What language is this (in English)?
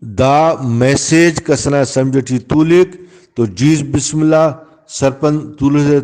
Brahui